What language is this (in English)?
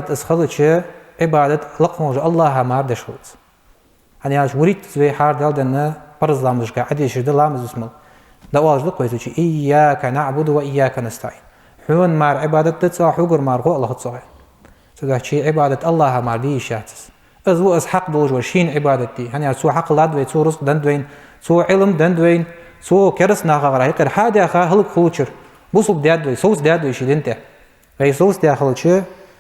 Ingush